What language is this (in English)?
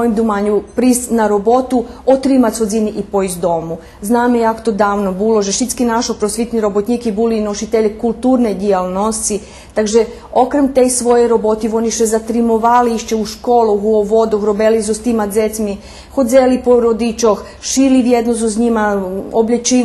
Rusyn